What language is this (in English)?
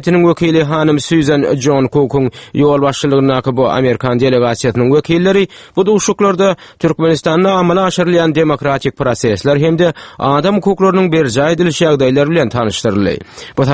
Turkmen